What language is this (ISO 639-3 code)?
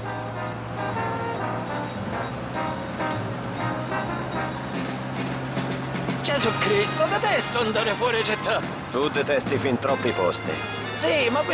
ita